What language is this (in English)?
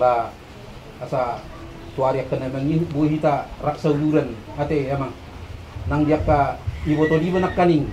Batak Toba